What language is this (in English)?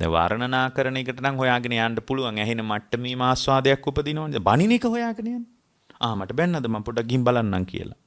Sinhala